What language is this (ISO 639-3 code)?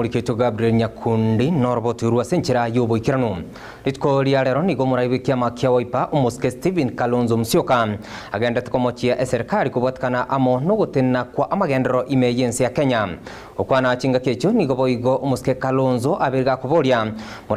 guz